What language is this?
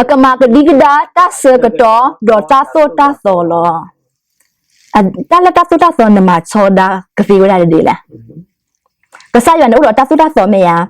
S'gaw Karen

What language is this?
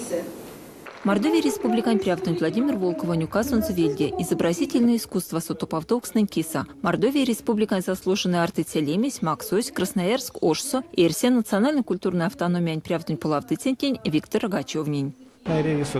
Erzya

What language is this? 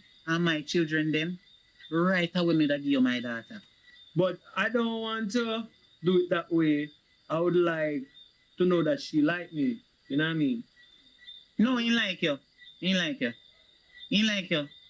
Jamaican Creole English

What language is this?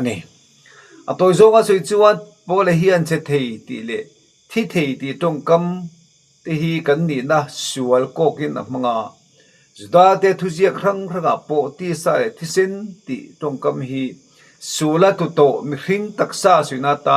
Mizo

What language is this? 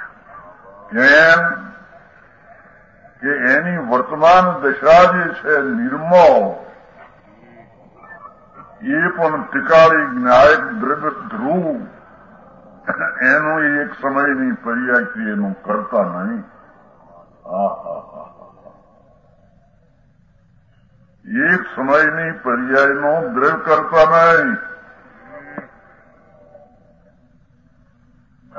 Gujarati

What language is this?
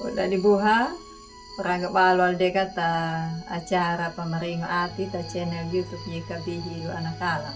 Anakalangu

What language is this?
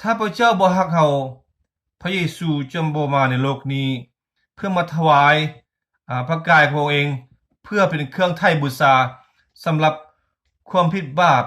Lao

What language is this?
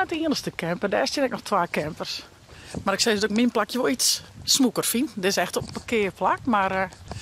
Western Frisian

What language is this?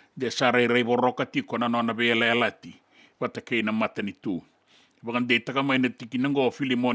Fijian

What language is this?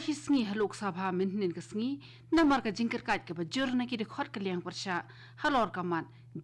Khasi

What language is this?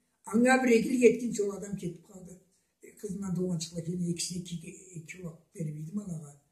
Karachay-Balkar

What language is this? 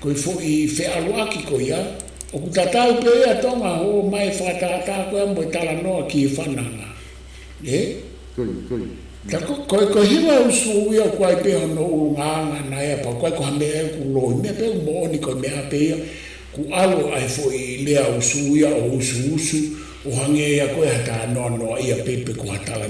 Tongan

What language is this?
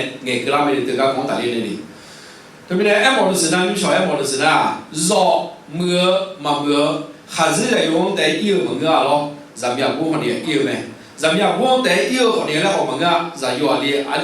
Akha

